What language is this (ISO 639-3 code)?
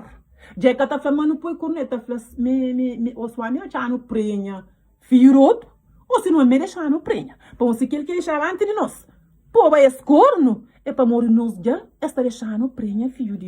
kea